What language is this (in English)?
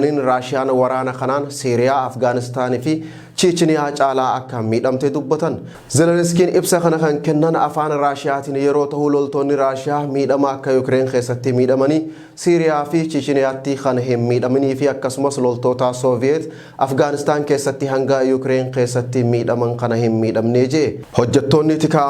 Oromo